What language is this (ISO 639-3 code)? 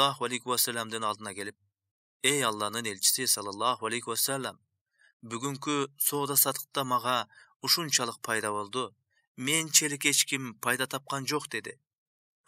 kir